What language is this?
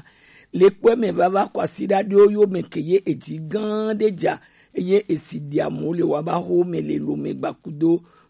Gen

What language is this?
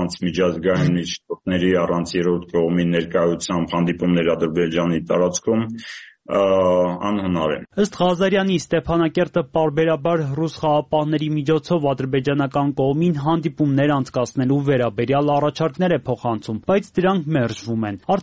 Armenian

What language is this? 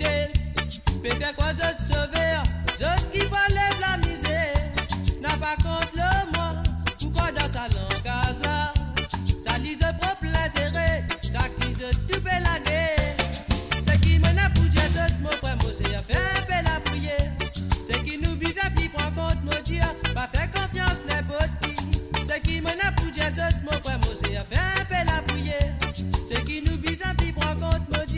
Morisyen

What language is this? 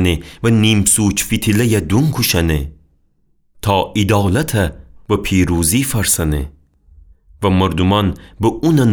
Gilaki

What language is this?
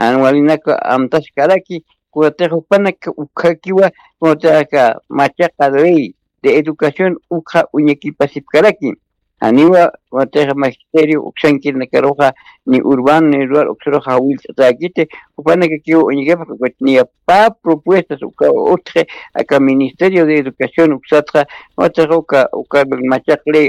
Aymara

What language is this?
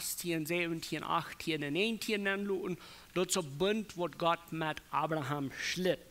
Plautdietsch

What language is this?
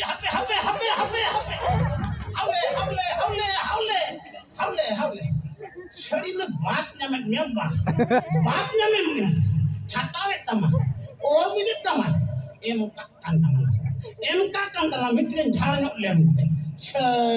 Santali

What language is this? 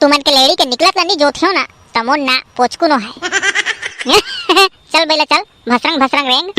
Chhattisgarhi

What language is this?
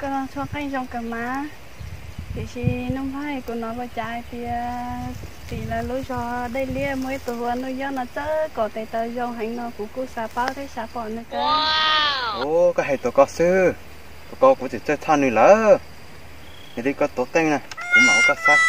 Hmong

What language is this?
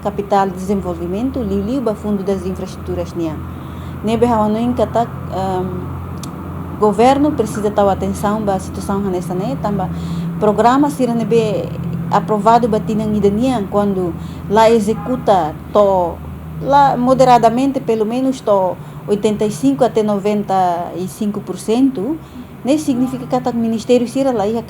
Tetum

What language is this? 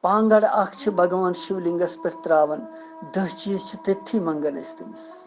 Kashmiri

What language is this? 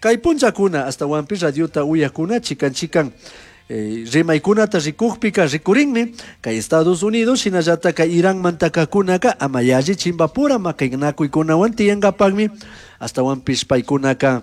Chimborazo Highland Quichua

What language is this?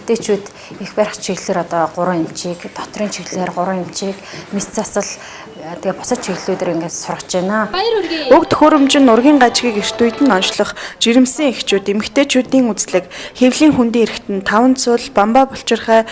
Mongolian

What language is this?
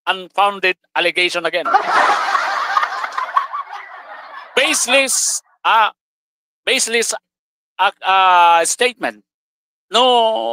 Bikol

